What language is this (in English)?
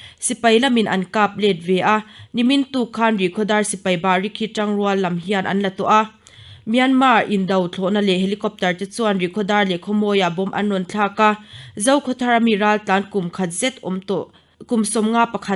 Mizo